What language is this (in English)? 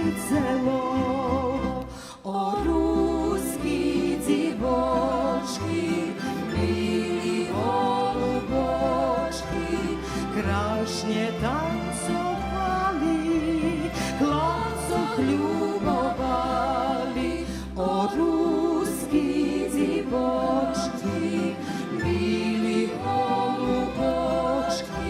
Rusyn